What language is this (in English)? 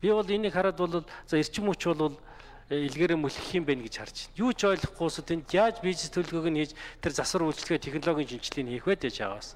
Mongolian